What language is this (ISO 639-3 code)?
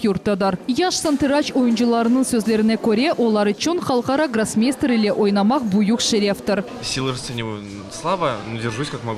crh